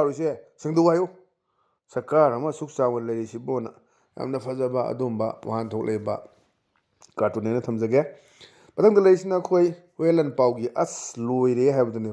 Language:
Manipuri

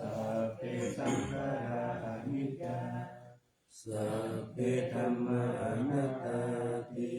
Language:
Pali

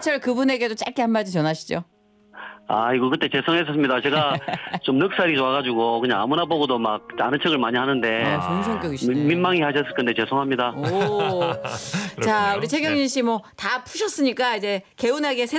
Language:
Korean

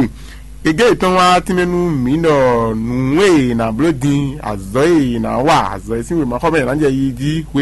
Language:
Fon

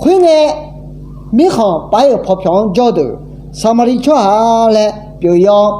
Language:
Akha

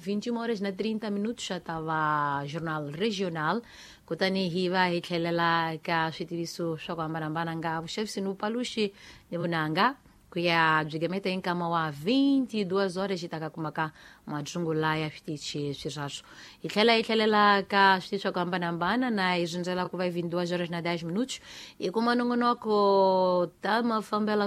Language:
Tsonga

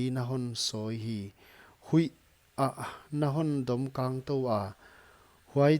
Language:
Paite Chin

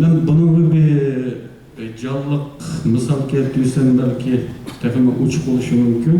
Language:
Uyghur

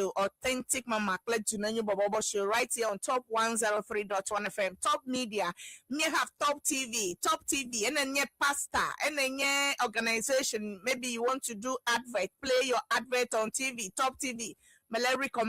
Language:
Ewe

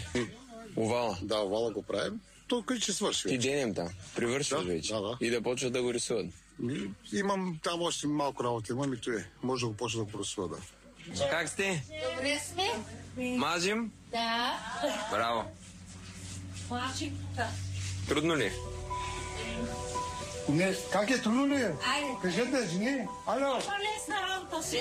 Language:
Bulgarian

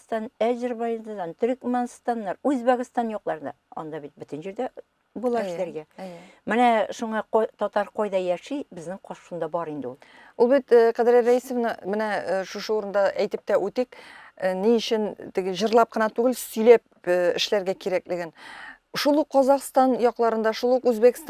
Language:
Tatar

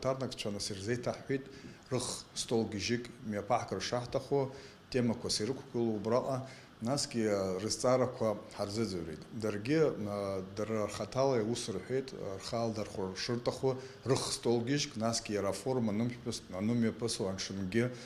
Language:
Abkhazian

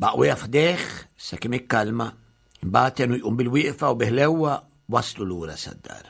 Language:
Maltese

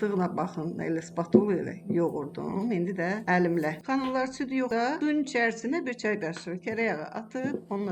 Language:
Azerbaijani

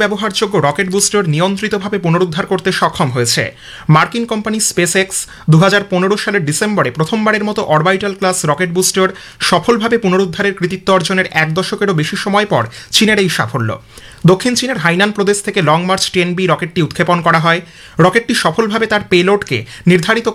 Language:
Bangla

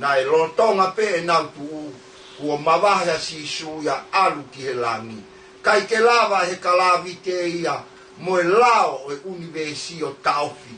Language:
Tongan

